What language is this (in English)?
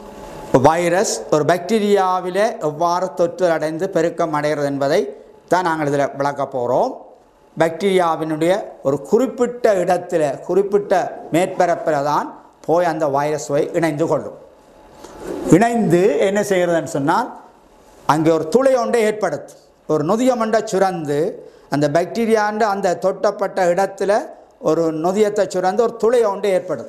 Tamil